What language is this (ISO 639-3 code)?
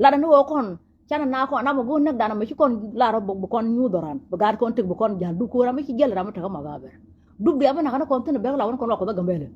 nus